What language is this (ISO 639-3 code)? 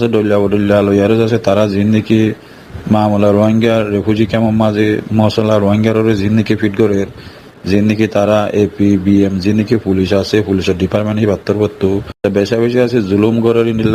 rhg